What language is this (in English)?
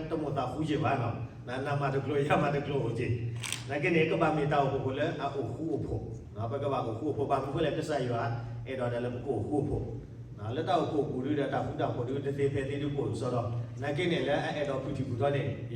S'gaw Karen